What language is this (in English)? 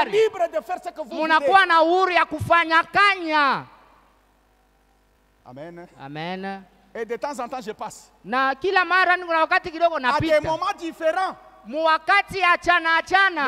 Swahili